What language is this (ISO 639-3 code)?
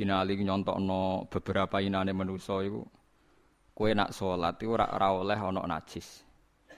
jav